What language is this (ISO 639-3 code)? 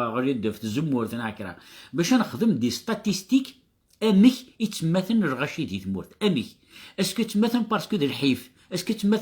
kab